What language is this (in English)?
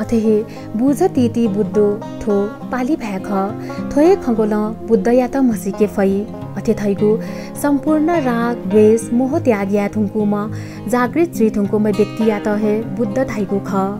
Newari